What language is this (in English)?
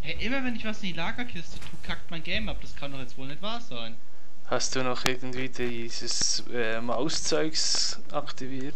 Swiss German